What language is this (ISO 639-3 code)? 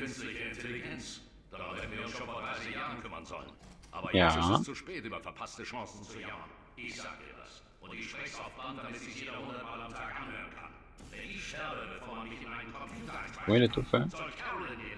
gsw